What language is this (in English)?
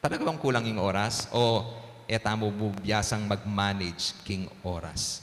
Pampanga